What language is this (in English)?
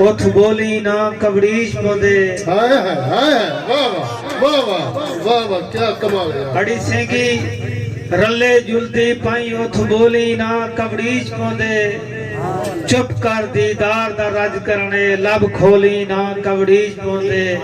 Saraiki